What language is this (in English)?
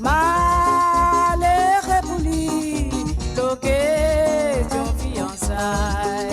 Morisyen